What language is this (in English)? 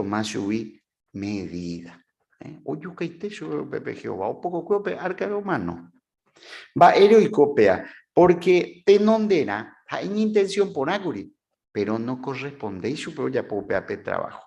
Guarani